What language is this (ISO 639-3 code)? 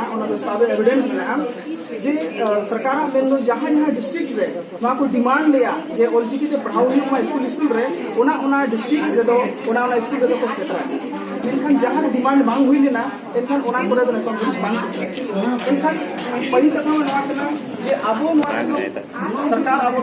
sat